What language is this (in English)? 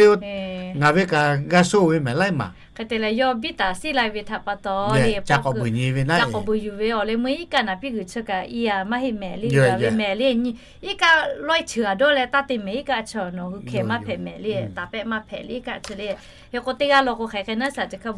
Lahu